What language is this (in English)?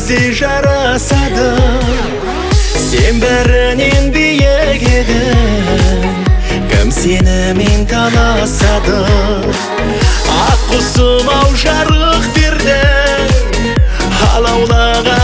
Kazakh